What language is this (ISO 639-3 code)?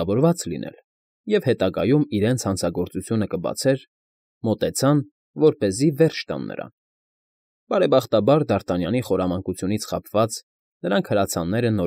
hye